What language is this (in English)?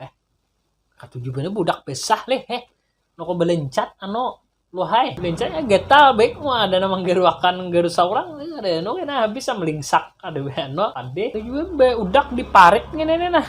Banjar